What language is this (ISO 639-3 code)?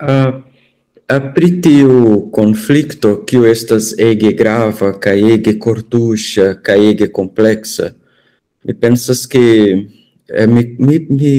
epo